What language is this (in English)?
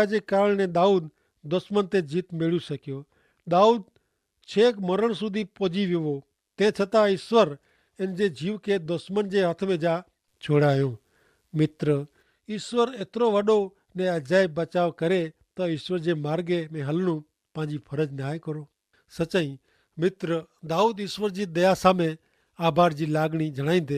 Kachhi